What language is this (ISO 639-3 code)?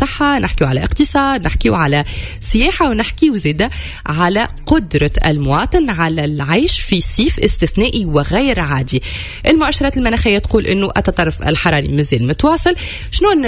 aeb